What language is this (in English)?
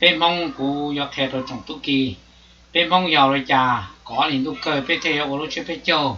Hmong